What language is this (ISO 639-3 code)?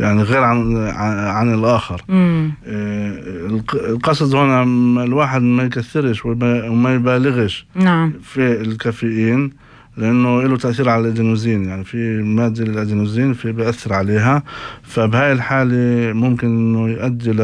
apc